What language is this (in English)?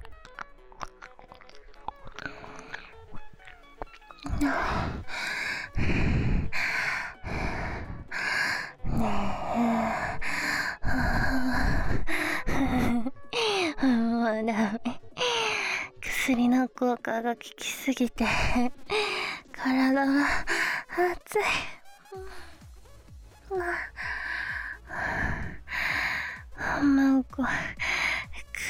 Japanese